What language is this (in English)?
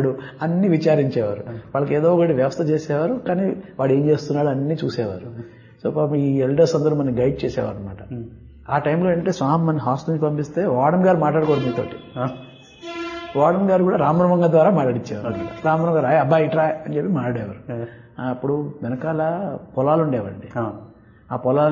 Telugu